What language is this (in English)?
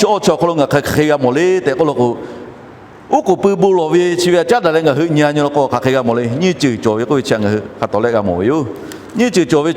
Lahu